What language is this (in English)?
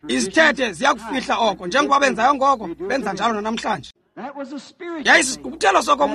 Xhosa